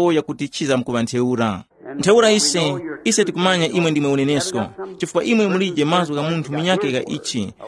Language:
Tumbuka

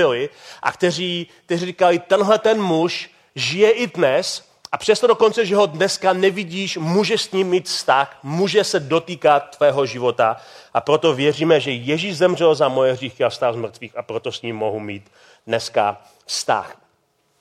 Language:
Czech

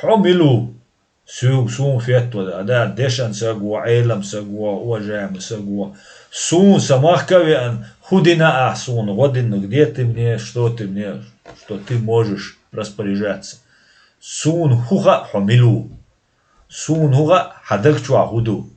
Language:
Chechen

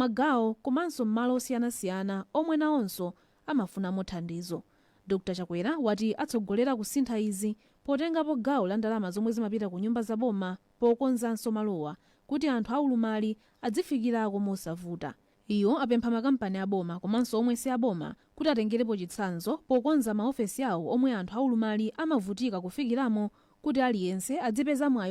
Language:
Nyanja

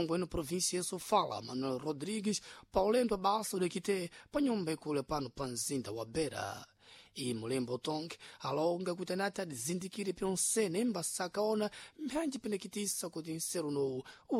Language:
Sena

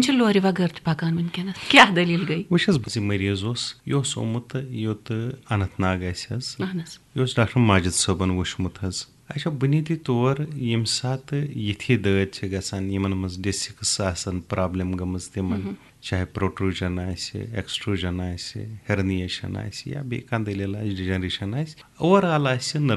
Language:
Kashmiri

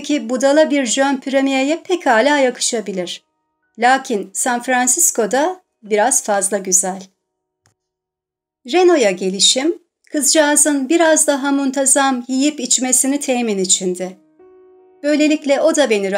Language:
Turkish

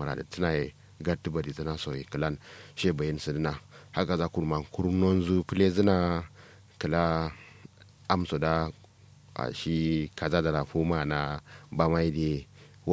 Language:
Kanuri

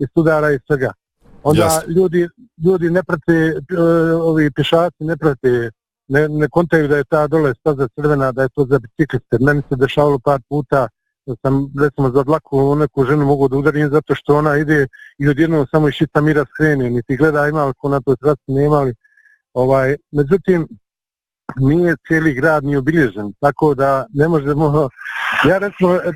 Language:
Bosnian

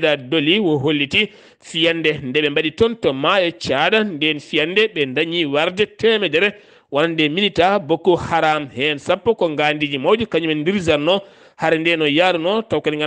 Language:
Fula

